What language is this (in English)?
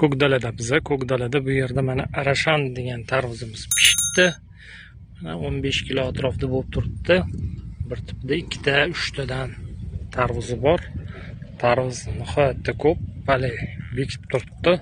Uzbek